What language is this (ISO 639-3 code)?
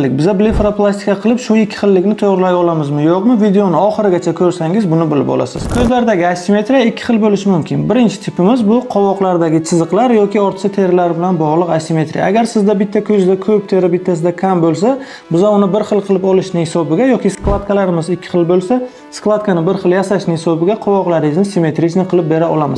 uzb